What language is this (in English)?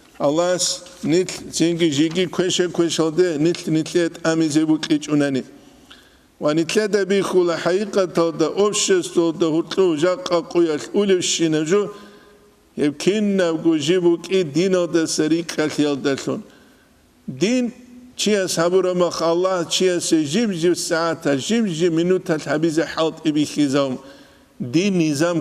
Avaric